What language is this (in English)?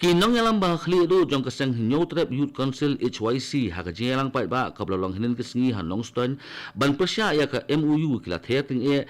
Khasi